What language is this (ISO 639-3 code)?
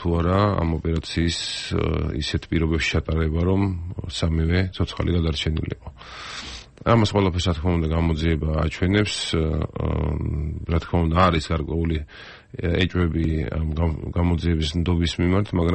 kat